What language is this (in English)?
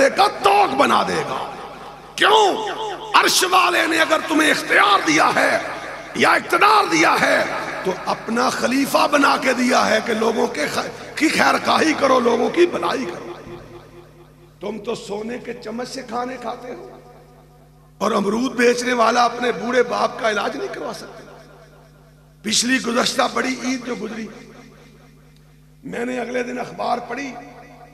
Urdu